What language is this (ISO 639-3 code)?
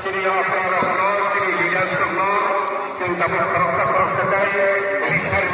trp